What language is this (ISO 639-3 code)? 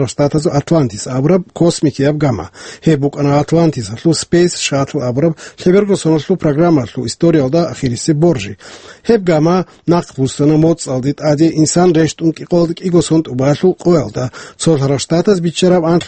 ava